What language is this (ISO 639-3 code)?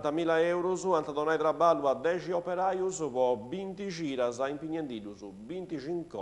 srd